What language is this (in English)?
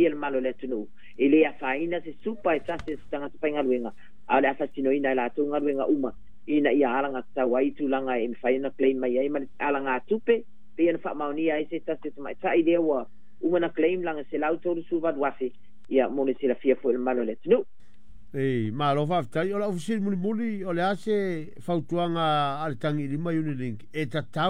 Samoan